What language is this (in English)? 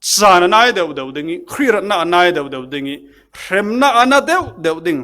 Falam Chin